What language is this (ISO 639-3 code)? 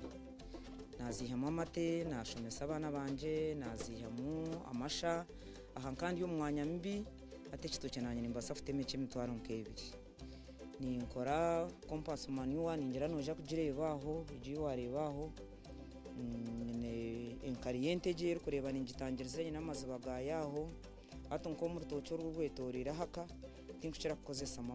nyn